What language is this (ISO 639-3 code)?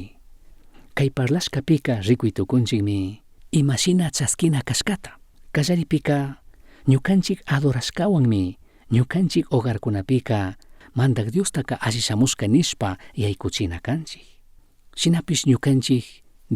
qug